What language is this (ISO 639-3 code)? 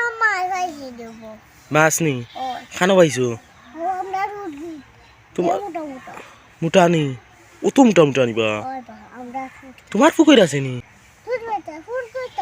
syl